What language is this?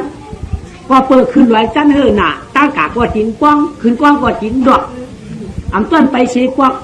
Shan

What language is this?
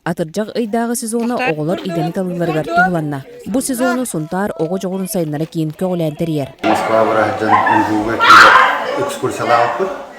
Yakut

